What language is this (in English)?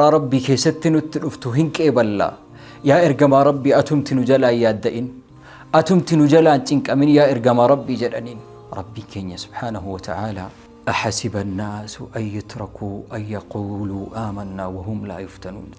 Oromo